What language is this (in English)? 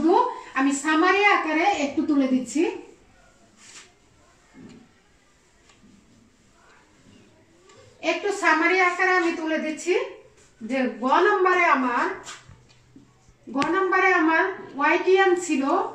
Bangla